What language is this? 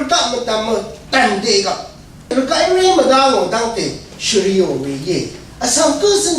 Rawang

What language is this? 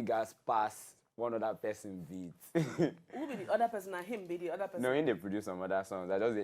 Nigerian Pidgin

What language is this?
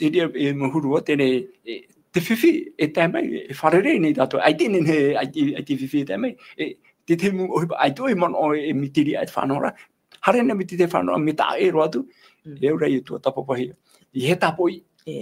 Tahitian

